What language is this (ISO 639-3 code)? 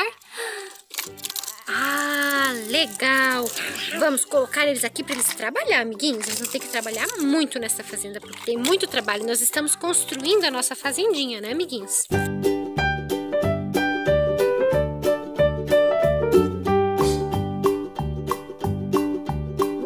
por